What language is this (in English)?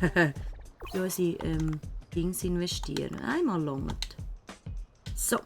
Swiss German